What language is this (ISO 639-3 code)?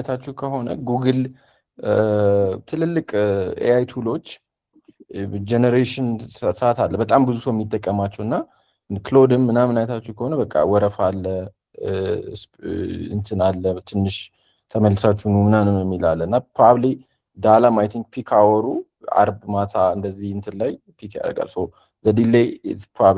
amh